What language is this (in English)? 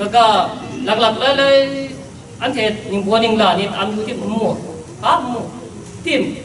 Kachin